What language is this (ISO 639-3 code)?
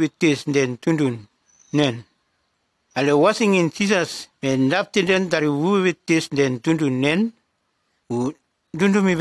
tgs